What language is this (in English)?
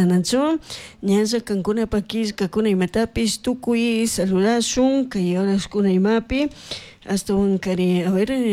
Chimborazo Highland Quichua